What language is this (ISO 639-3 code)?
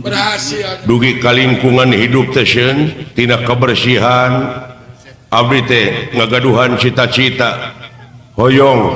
sun